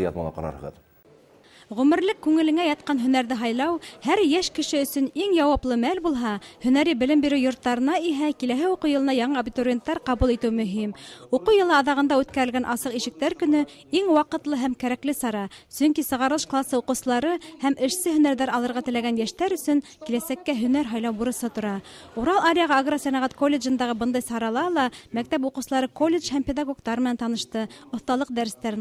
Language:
Bashkir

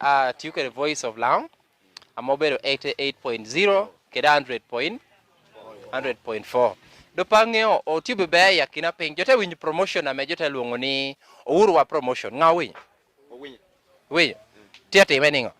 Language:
Lango (Uganda)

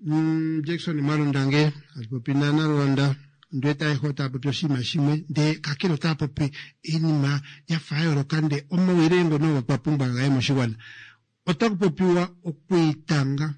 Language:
Kuanyama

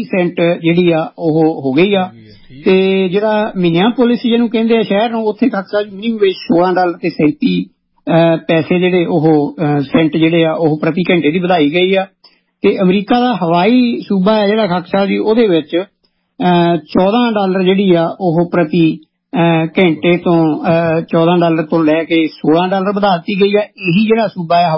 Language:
Punjabi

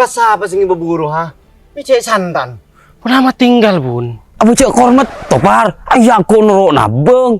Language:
Madurese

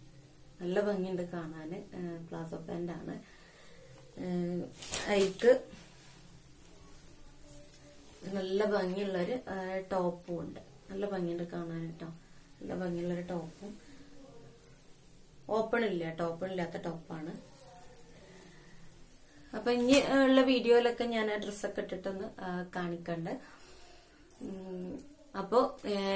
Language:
Malayalam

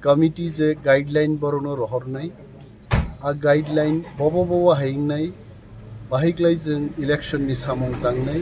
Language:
Kok Borok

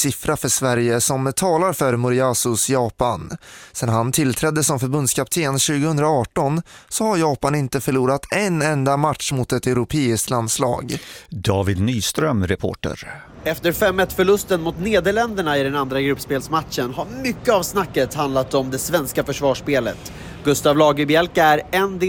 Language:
Swedish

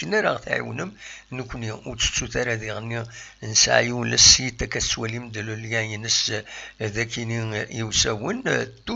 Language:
Kabyle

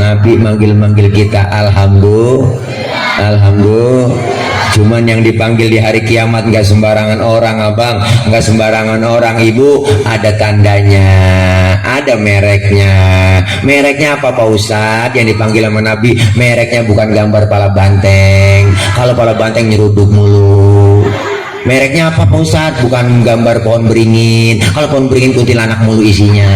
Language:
Betawi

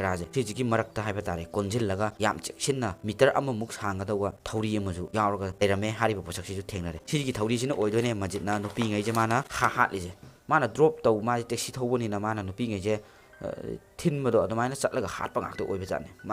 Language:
Manipuri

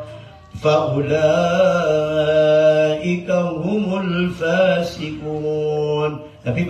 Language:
Maranao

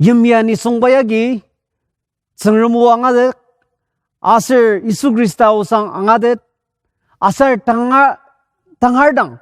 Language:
Ao Naga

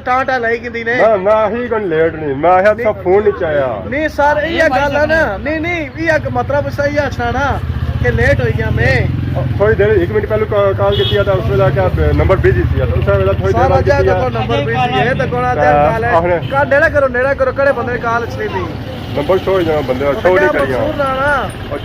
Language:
Pahari-Potwari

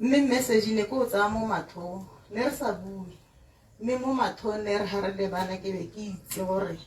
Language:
Tswana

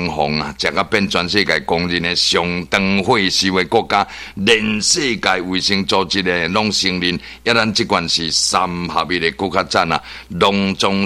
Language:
Min Nan Chinese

